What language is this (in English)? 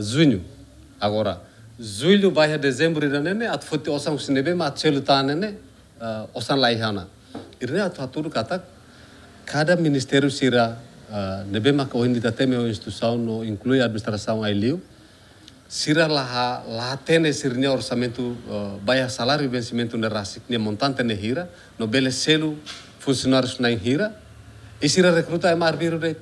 Tetum